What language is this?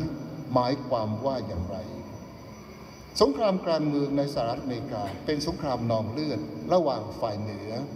Thai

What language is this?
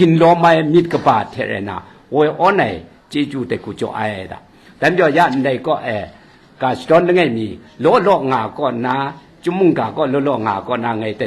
Kachin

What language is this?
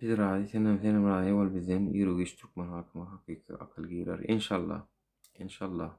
Turkmen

